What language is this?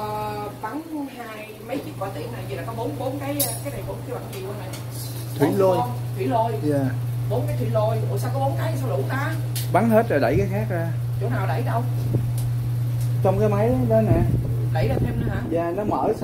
Vietnamese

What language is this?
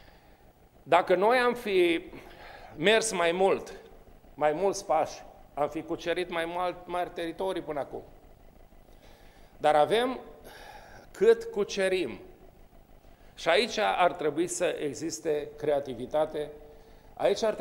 Romanian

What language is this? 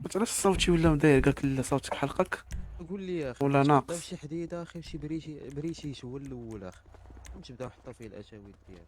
Moroccan Arabic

